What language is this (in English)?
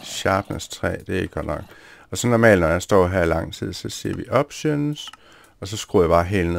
Danish